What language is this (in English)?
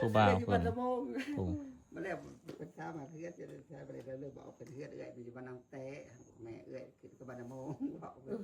Northeastern Thai